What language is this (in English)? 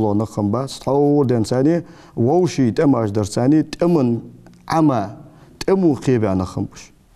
Ingush